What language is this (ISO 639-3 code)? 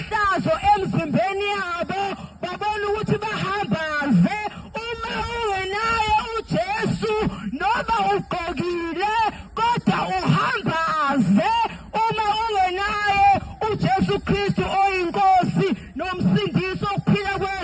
zul